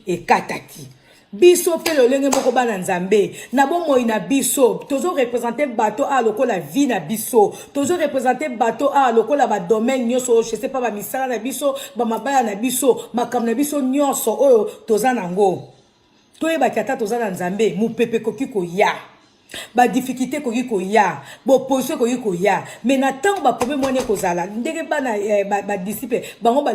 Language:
Lingala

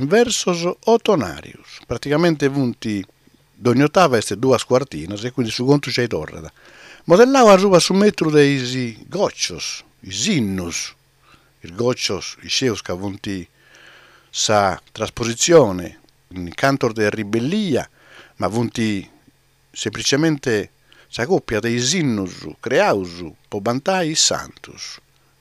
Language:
Sardinian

